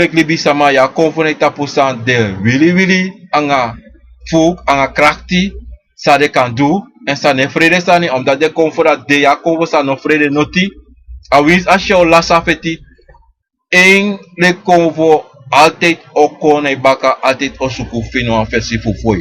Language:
Sranan Tongo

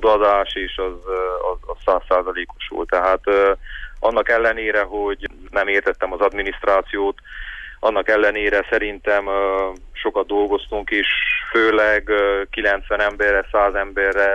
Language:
Hungarian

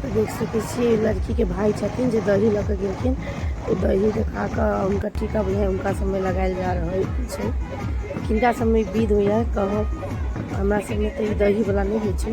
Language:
Maithili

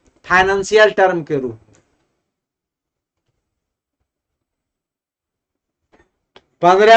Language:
Hindi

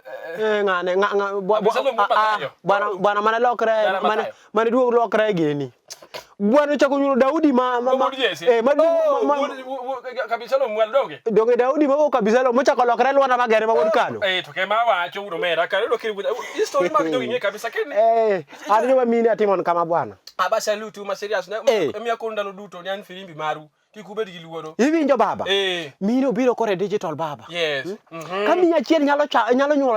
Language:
Luo (Kenya and Tanzania)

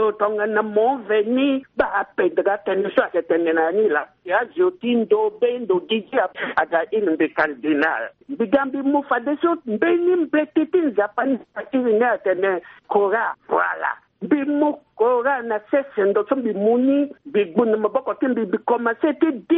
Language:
Sango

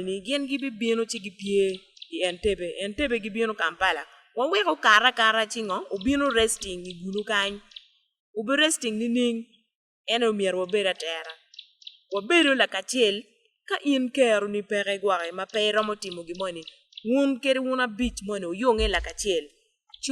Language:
Acoli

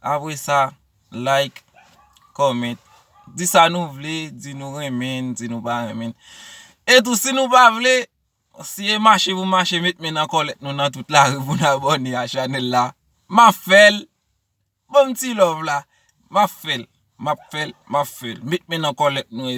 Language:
Haitian Creole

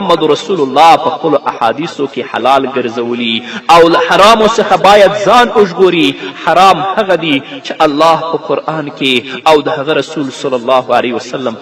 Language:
Pashto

